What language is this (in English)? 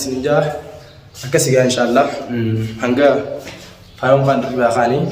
Oromo